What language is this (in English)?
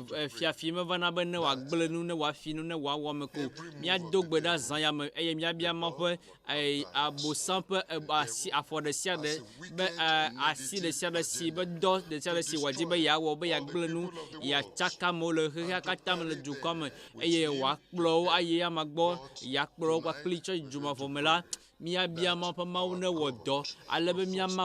Ewe